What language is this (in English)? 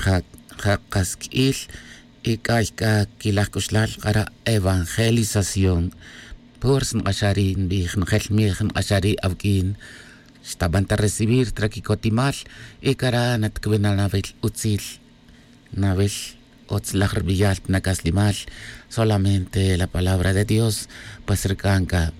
Tz'utujil